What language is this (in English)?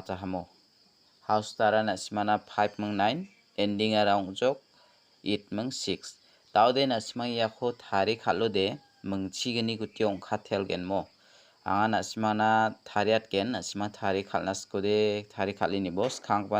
Garo